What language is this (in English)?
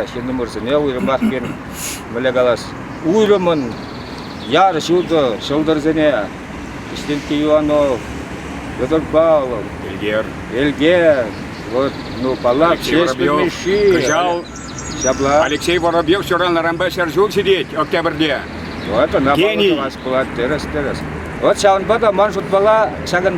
Chuvash